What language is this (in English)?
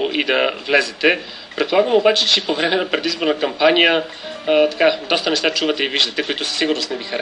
Bulgarian